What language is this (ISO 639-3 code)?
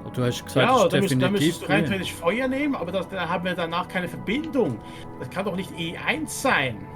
gsw